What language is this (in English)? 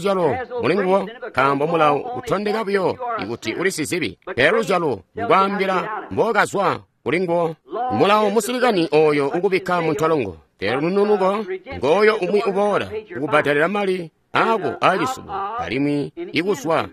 Tonga (Zambia)